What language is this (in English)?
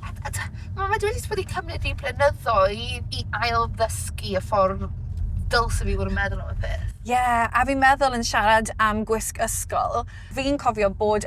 Welsh